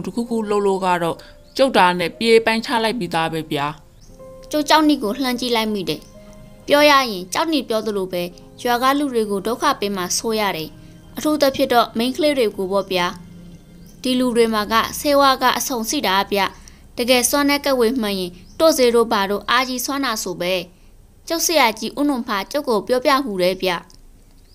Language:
Burmese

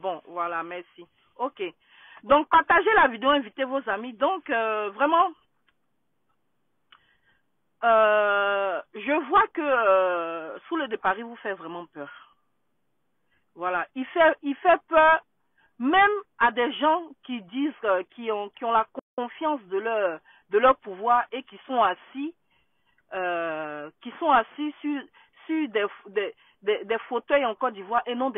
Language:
French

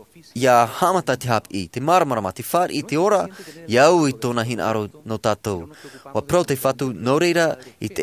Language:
Tahitian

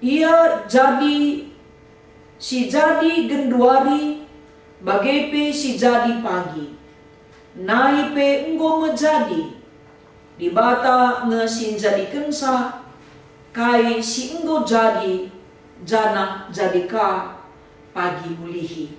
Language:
Batak Karo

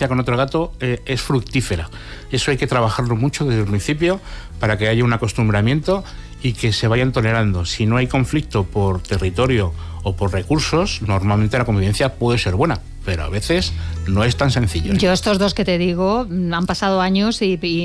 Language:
Spanish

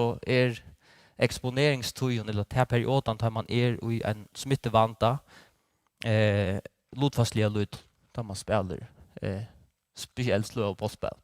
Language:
Faroese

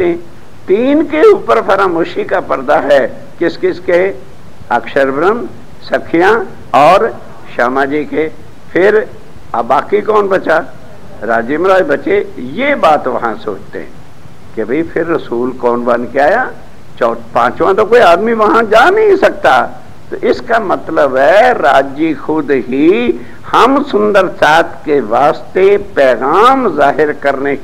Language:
Hindi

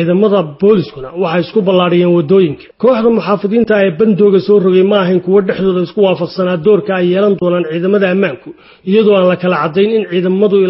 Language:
Somali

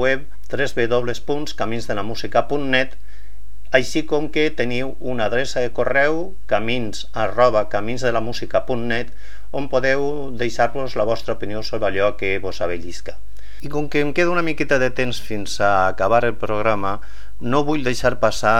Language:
Catalan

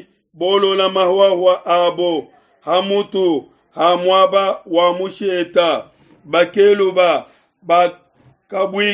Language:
Luba-Lulua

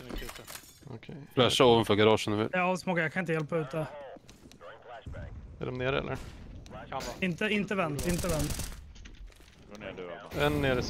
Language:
Swedish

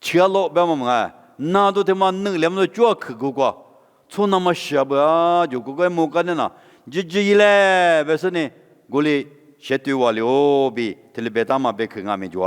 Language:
Lisu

